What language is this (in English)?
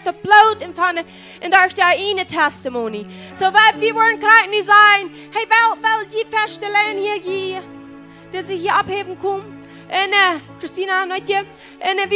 Plautdietsch